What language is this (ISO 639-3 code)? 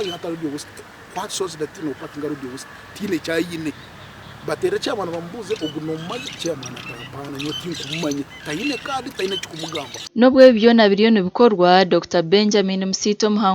nyn